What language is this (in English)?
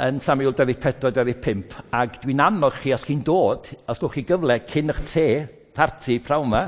Welsh